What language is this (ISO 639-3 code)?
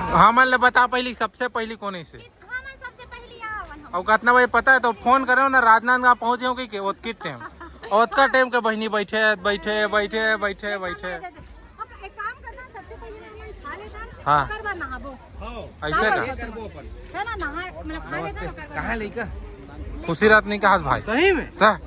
hne